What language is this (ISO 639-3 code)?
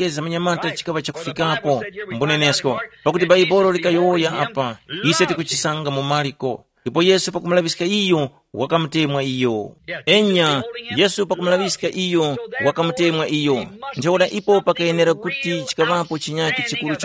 tum